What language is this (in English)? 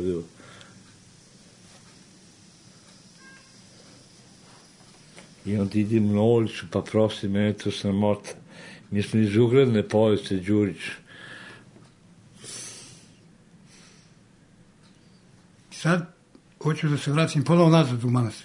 Serbian